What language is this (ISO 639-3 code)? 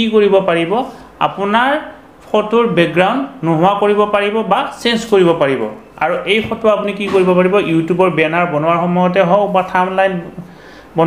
asm